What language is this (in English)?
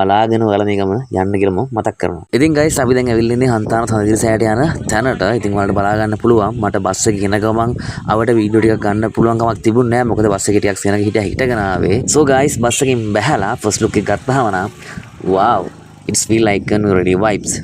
Sinhala